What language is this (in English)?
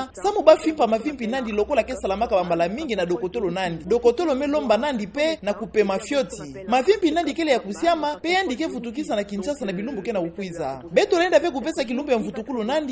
Kituba (Democratic Republic of Congo)